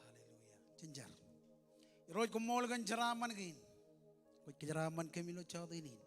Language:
Marshallese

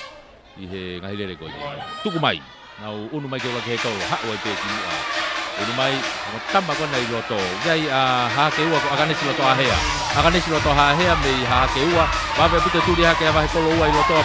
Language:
Tongan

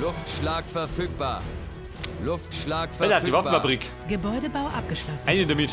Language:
Bavarian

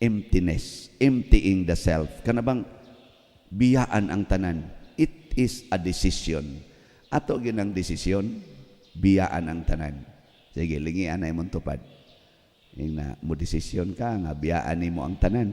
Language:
Cebuano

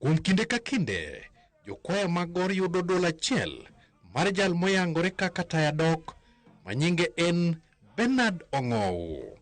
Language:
Luo (Kenya and Tanzania)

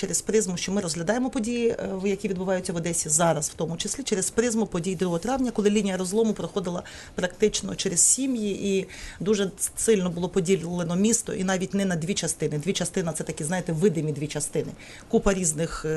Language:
Ukrainian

